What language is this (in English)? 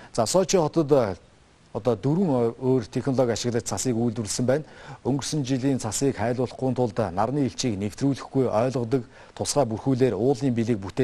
Mongolian